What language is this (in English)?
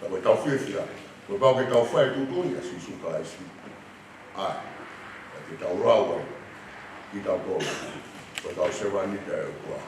Tongan